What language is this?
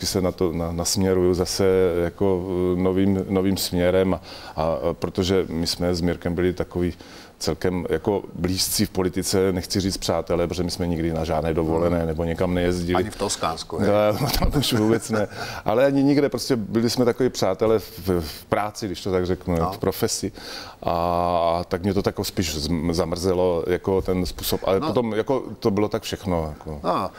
Czech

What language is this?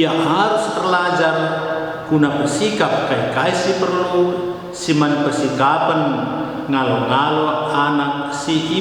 Batak Karo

